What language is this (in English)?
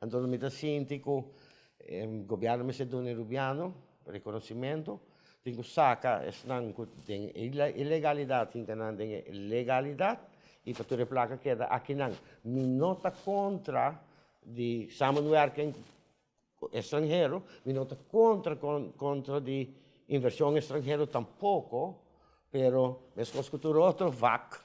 Papiamento